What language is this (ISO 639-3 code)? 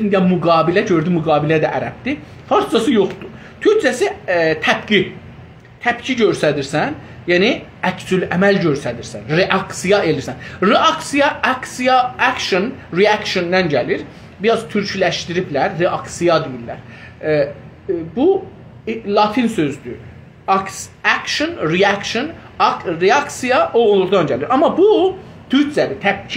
azb